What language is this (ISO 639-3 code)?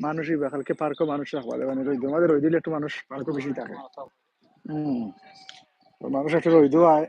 syl